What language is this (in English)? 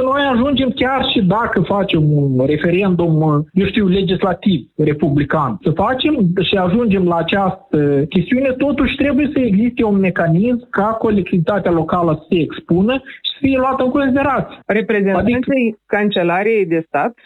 Romanian